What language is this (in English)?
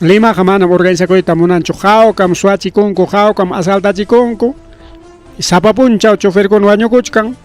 Ayacucho Quechua